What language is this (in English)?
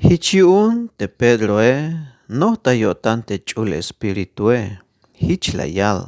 Tzeltal